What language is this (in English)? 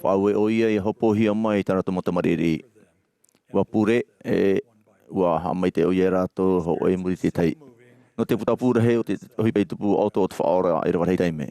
Tahitian